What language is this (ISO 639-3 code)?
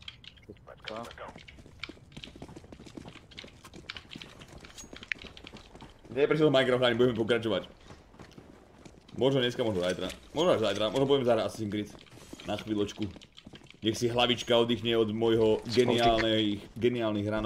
slk